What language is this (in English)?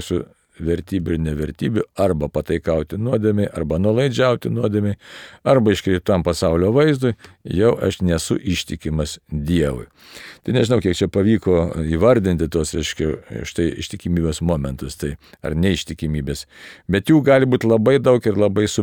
Lithuanian